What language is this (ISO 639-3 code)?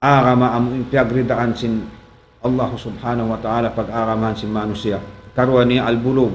tsg